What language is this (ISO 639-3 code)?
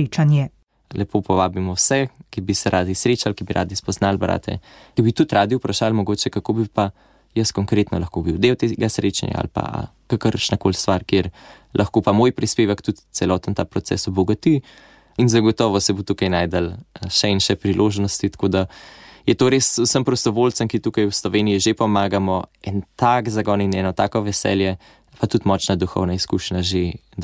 slv